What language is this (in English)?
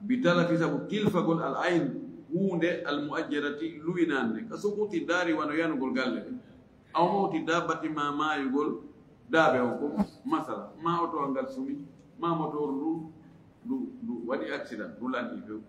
Fula